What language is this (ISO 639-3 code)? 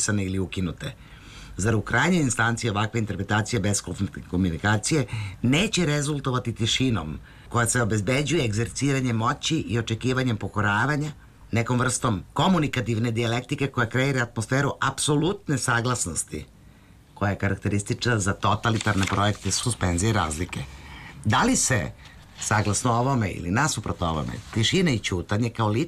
srp